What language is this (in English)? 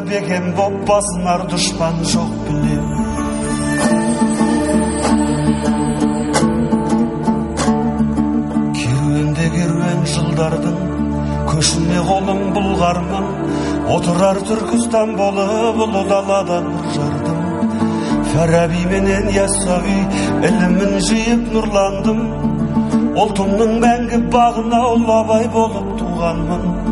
Kazakh